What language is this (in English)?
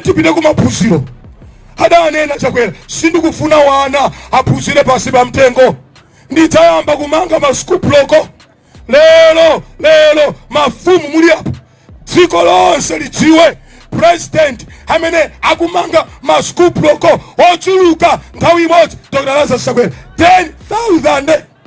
Nyanja